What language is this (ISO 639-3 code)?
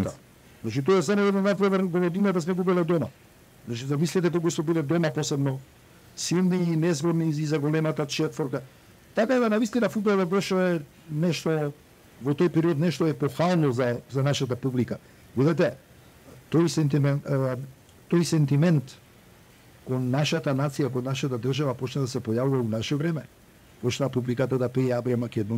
mkd